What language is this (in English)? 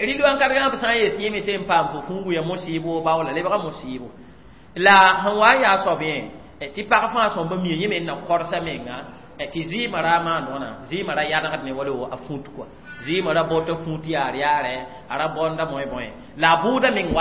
Mossi